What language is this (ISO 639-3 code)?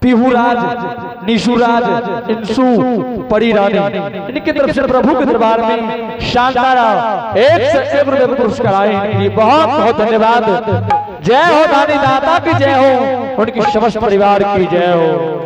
anp